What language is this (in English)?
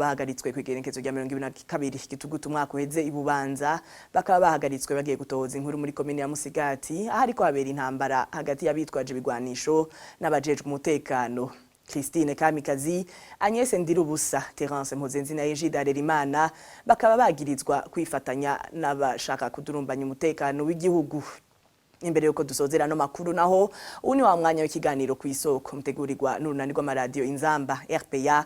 Rundi